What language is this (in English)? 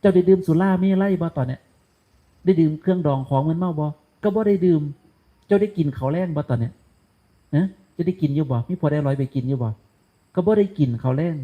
Northeastern Thai